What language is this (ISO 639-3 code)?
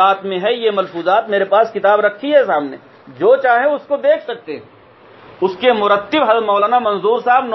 urd